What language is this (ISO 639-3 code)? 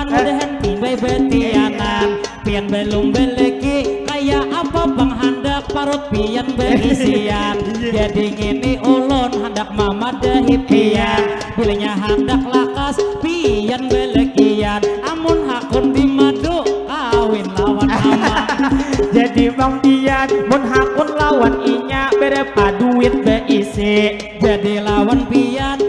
bjn